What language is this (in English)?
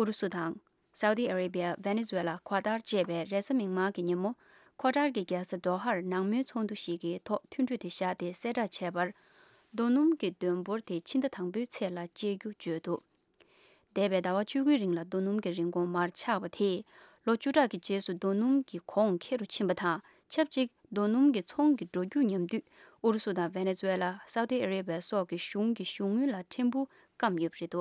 Tibetan